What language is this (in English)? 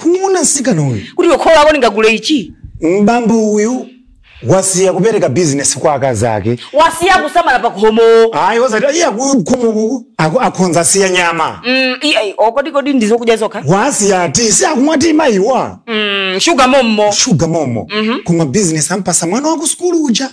Nyanja